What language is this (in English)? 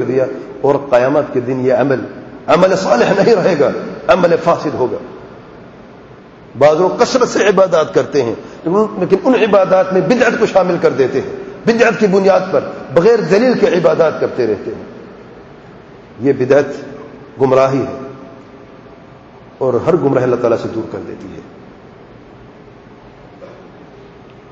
Urdu